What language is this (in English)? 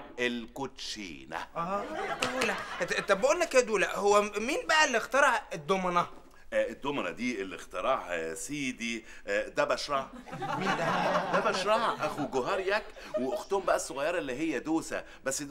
Egyptian Arabic